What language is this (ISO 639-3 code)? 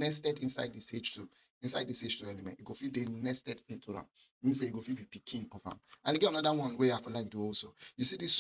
pcm